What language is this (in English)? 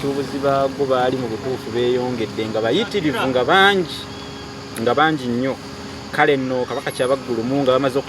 Ganda